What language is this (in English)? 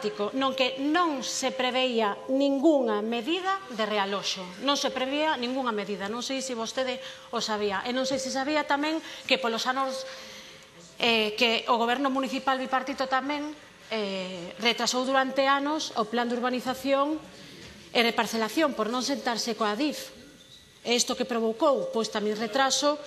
Galician